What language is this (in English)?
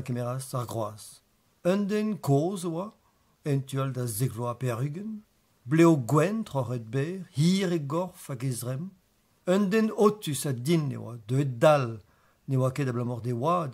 Breton